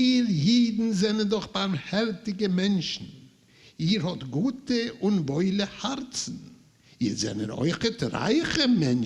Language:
Yiddish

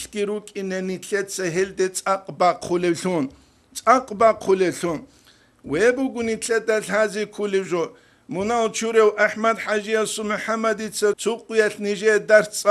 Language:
Avaric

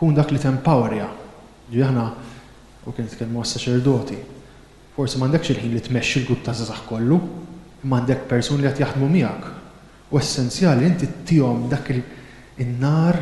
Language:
Maltese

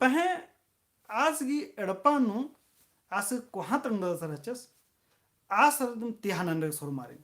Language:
Kurukh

